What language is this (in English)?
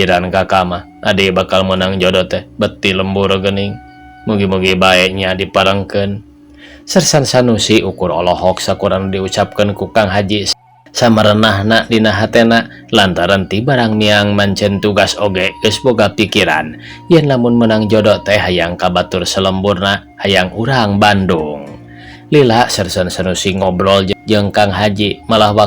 Sundanese